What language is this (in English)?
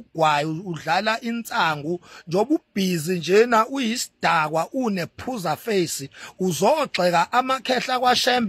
Zulu